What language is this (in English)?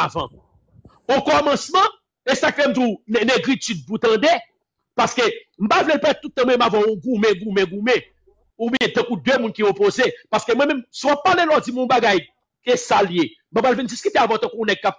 Haitian Creole